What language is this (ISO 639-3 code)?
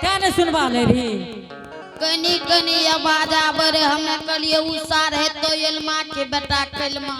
anp